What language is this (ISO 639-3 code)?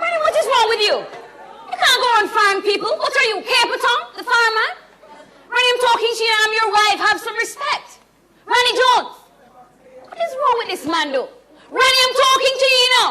jam